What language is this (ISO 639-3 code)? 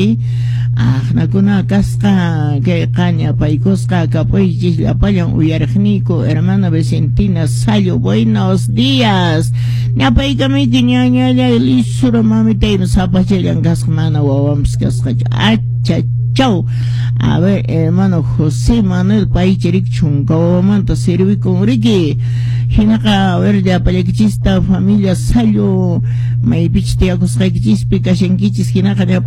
que